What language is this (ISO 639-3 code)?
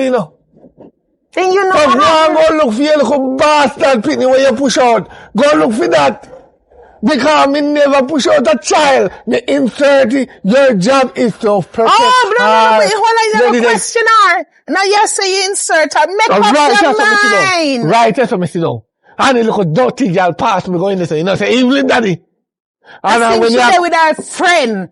jam